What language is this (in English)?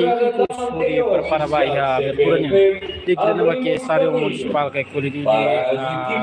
Tetum